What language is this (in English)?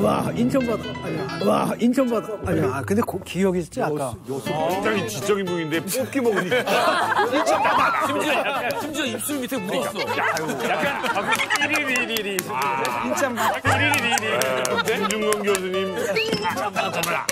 Korean